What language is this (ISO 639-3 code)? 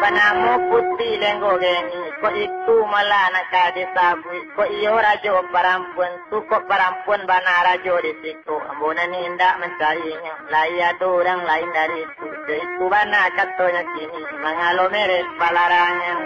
min